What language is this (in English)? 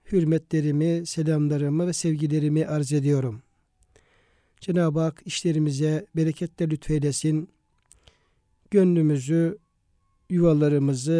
Turkish